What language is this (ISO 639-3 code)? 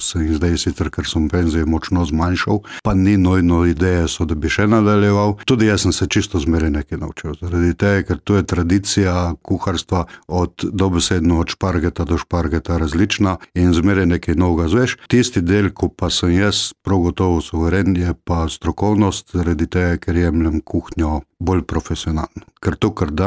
slv